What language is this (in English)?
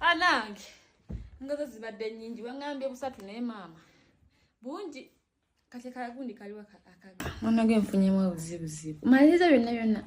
Ganda